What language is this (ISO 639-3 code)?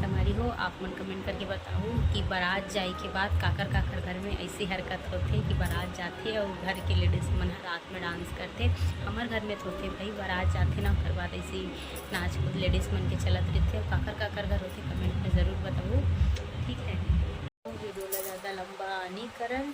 hne